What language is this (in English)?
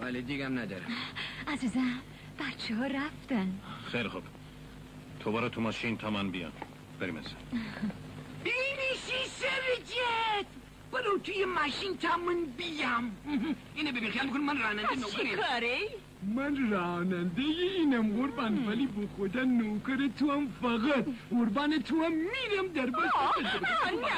Persian